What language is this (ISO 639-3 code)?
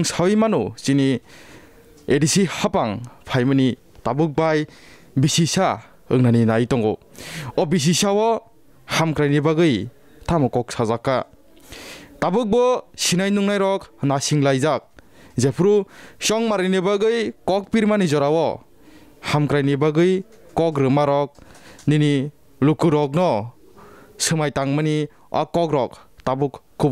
trp